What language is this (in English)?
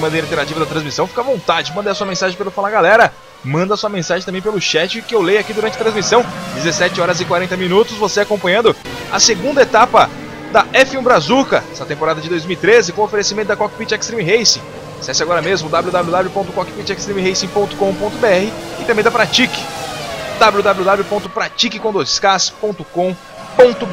Portuguese